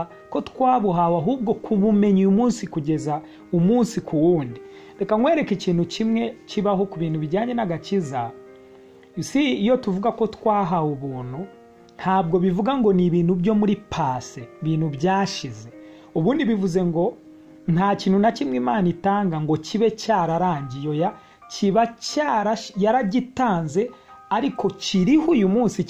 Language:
Kinyarwanda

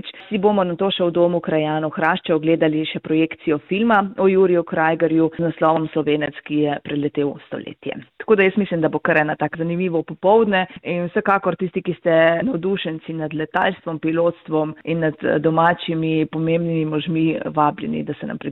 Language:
Slovenian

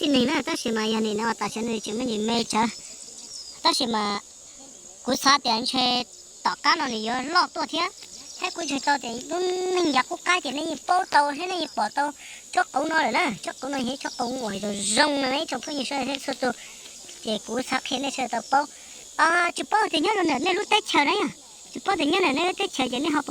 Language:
Hmong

